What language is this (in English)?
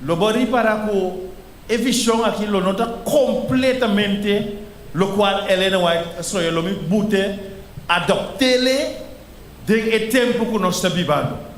Papiamento